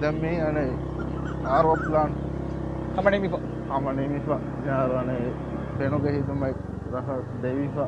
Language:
Divehi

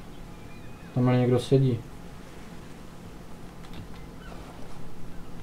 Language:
Czech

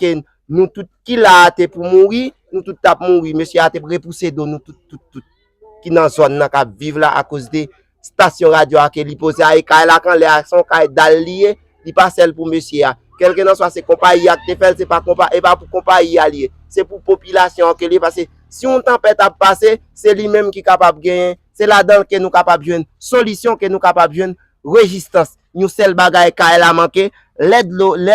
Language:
Haitian Creole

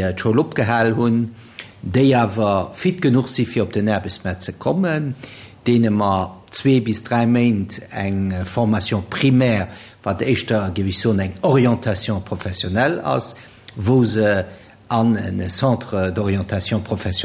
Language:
Luxembourgish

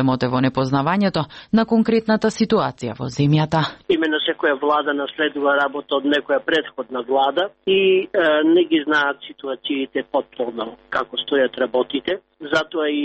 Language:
Macedonian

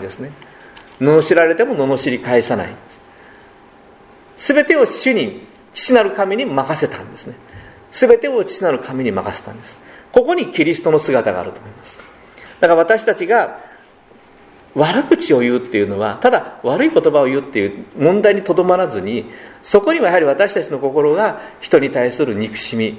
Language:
Japanese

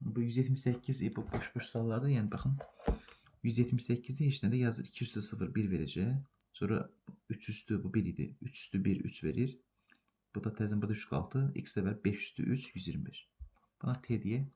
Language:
Azerbaijani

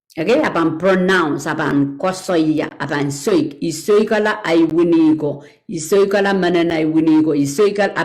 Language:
Pohnpeian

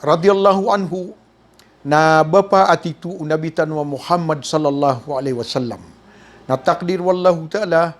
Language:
Maranao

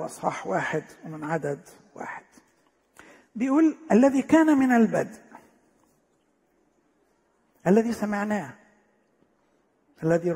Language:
Egyptian Arabic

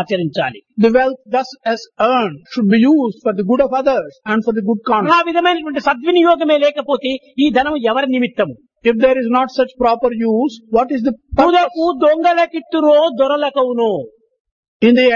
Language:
Telugu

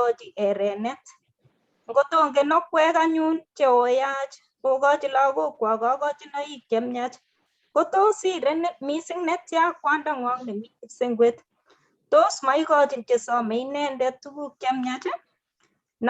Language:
Kalenjin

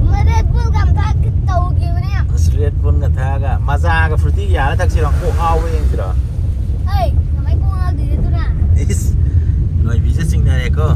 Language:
Manipuri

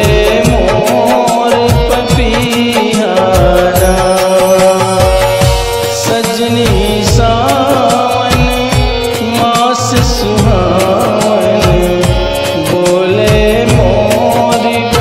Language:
Bhojpuri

